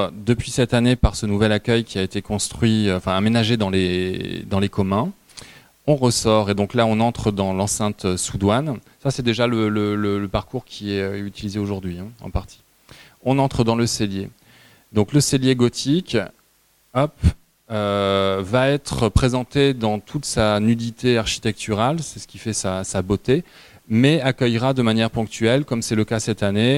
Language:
French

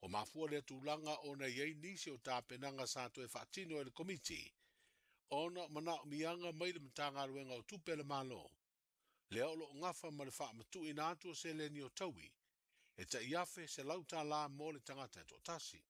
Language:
Samoan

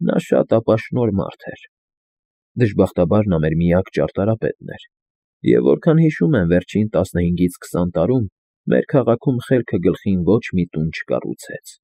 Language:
Armenian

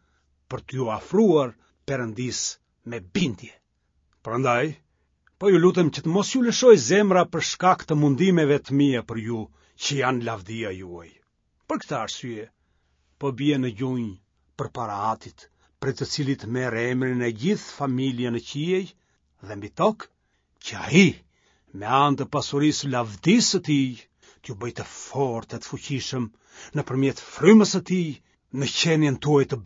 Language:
Albanian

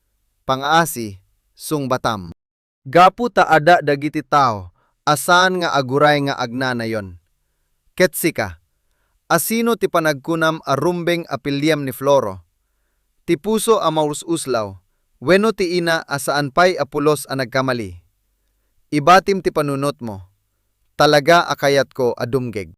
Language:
Iloko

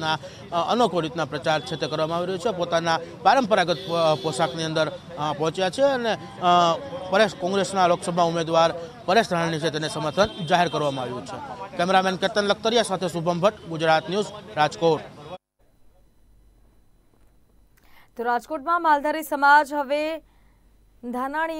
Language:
Gujarati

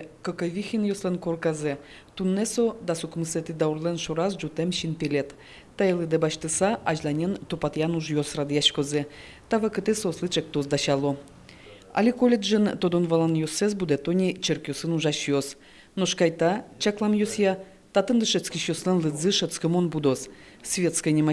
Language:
Udmurt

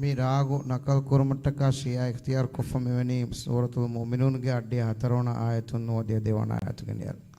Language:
Divehi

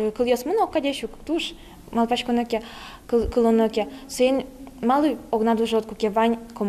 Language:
Udmurt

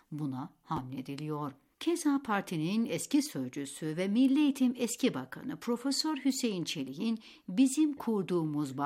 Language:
Turkish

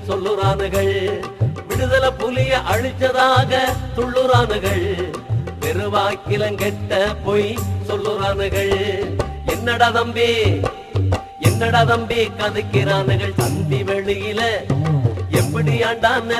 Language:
Tamil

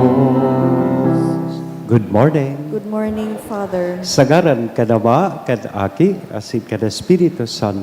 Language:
Bikol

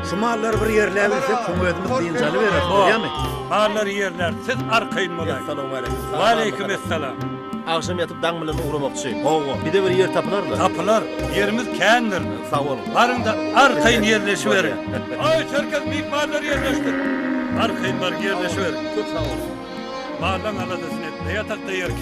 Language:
Turkmen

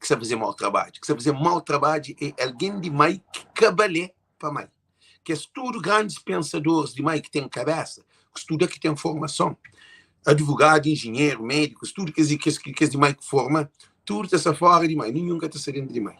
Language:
Kabuverdianu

